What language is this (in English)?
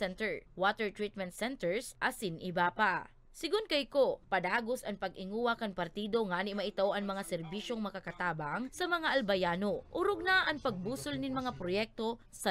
Bikol